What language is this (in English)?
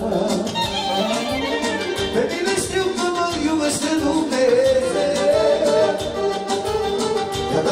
Romanian